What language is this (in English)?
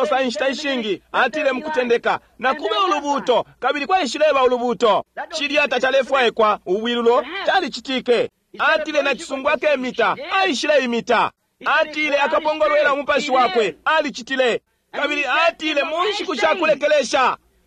Bemba